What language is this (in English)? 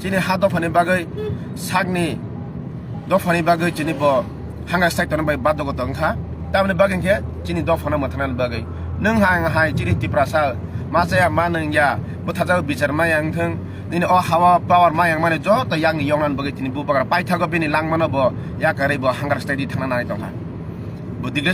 Kok Borok